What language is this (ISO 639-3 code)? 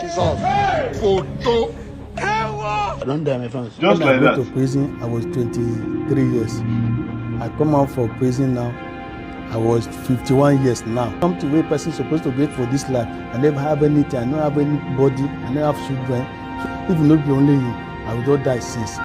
pcm